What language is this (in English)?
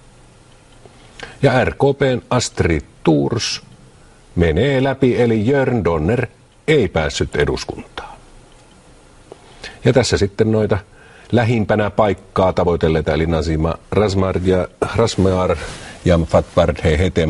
Finnish